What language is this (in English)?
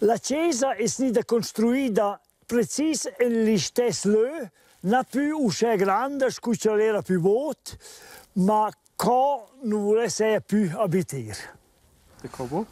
Romansh